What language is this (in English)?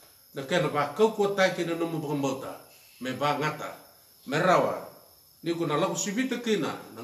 Fijian